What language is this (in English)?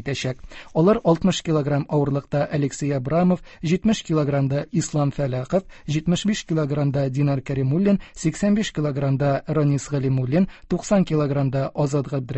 Tatar